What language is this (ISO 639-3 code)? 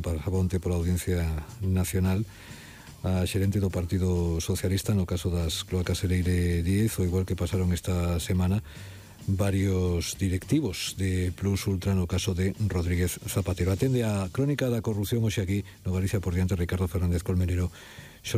glg